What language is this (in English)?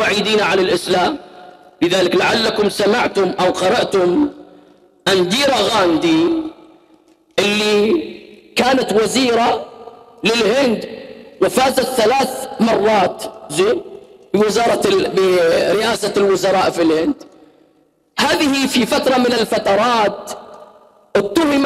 Arabic